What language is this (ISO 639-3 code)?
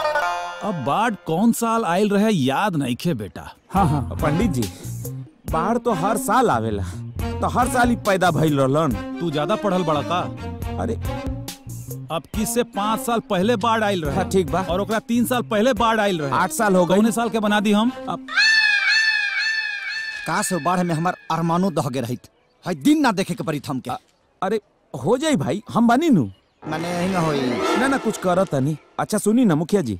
bho